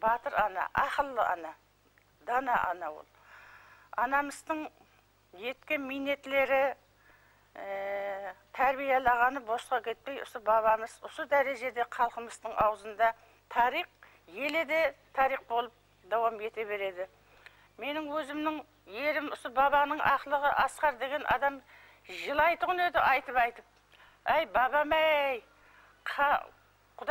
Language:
Kara-Kalpak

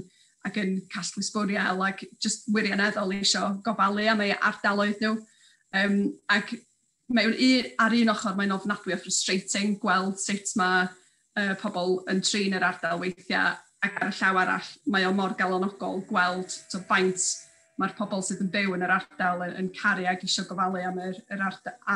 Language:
Welsh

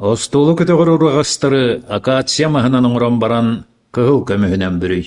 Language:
Yakut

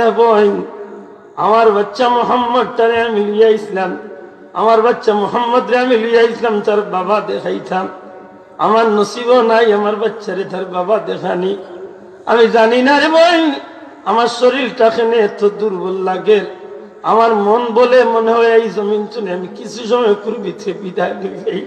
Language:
Sylheti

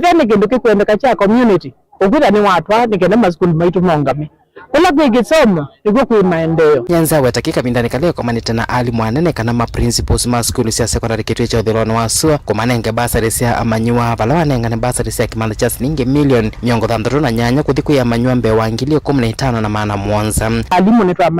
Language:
Kamba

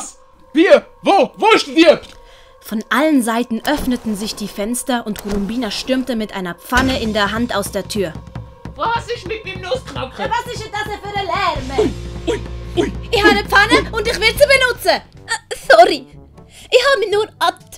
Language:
Swiss German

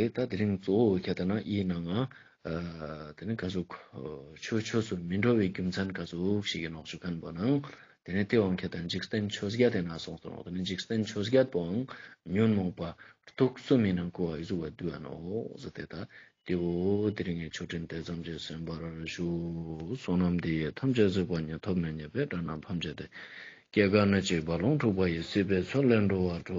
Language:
Ladakhi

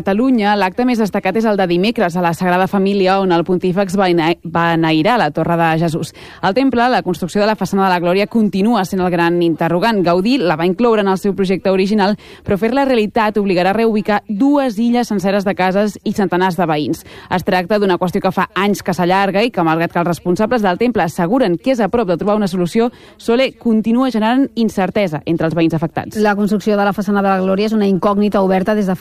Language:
Catalan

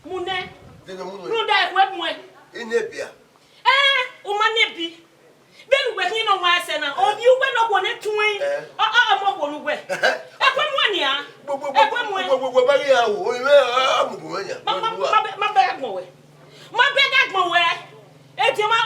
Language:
Bini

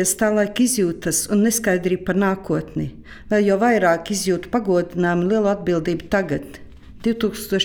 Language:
Latvian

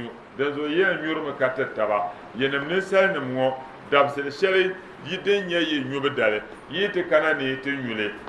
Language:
Dagbani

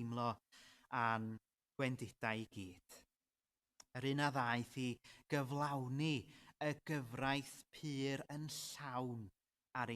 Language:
Welsh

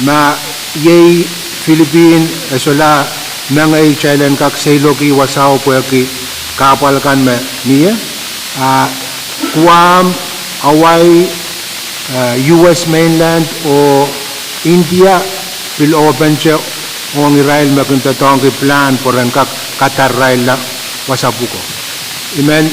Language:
Pohnpeian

